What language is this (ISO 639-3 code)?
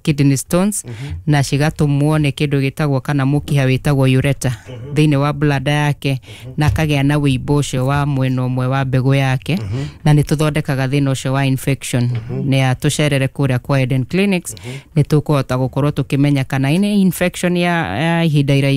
kik